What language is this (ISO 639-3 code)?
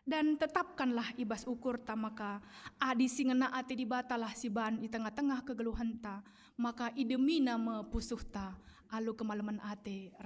btx